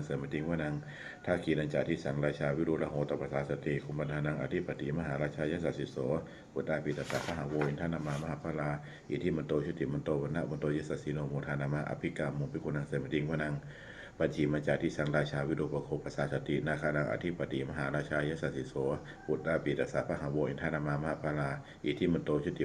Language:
Pali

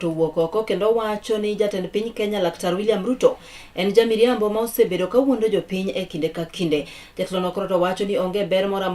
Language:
Luo (Kenya and Tanzania)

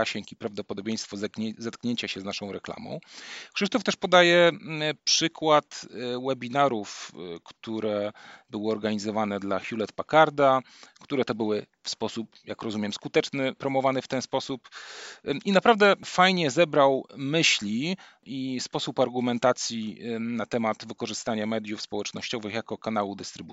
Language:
Polish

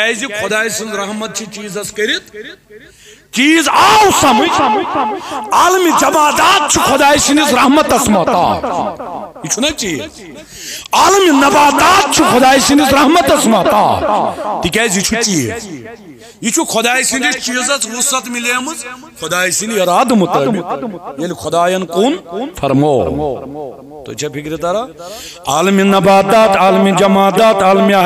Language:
Kashmiri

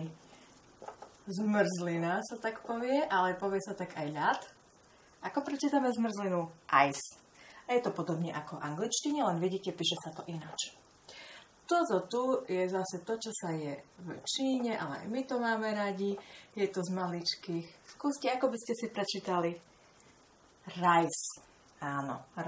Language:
Slovak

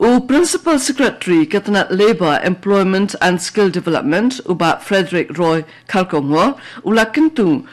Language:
Khasi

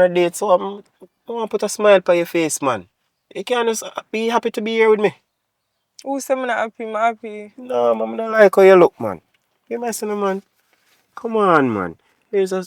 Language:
Jamaican Creole English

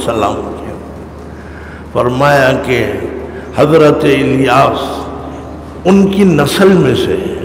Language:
Urdu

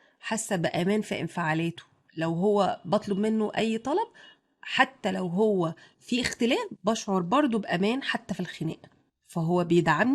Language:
Egyptian Arabic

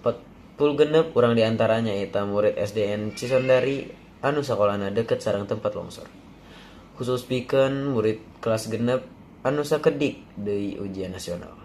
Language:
Sundanese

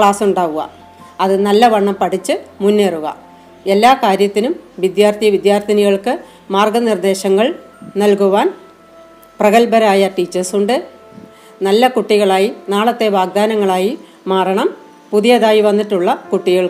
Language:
Malayalam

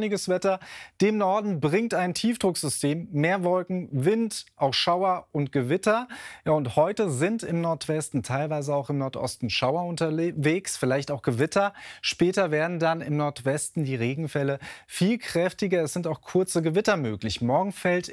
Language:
German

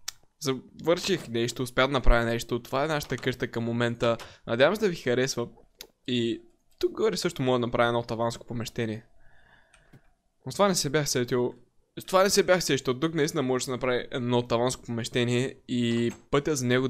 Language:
Bulgarian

